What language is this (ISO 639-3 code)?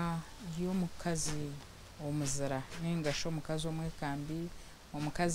nyn